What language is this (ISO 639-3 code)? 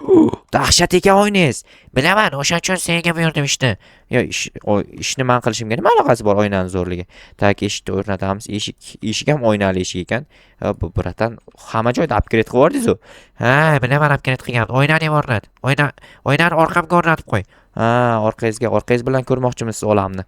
uzb